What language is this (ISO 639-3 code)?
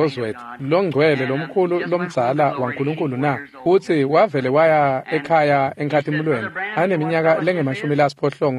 ssw